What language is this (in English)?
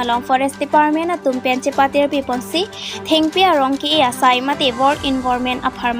Karbi